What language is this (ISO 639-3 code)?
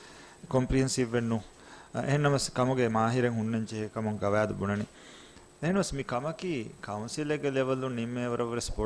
div